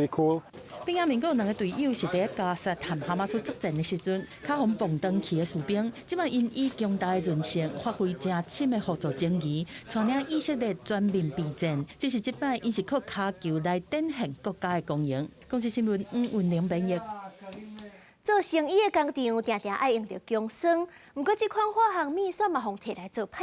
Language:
Min Nan Chinese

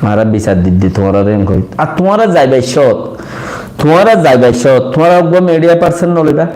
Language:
Rohingya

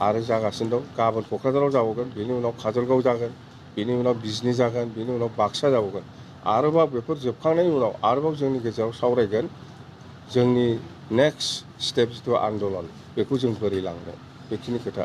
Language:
Bodo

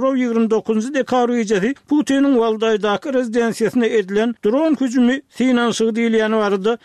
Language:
Turkmen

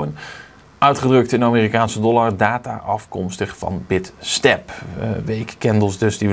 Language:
Dutch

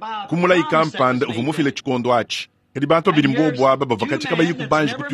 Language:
Luba-Lulua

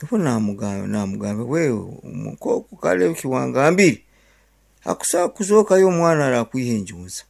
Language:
Nyankole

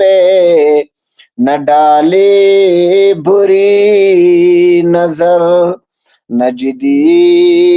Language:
Kashmiri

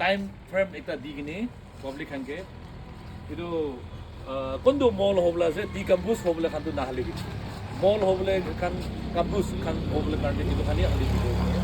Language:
Naga Pidgin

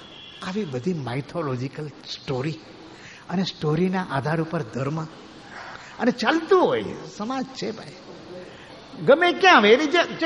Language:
Gujarati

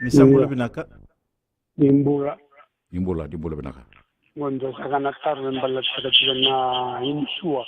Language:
Fijian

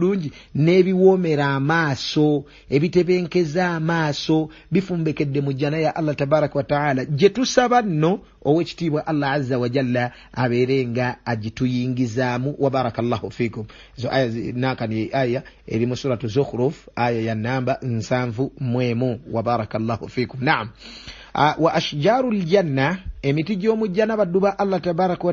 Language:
Ganda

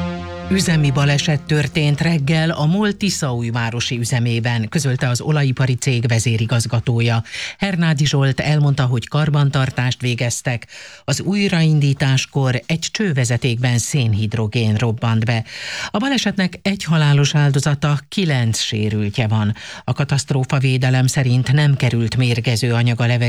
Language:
Hungarian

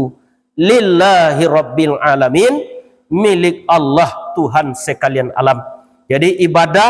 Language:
Minangkabau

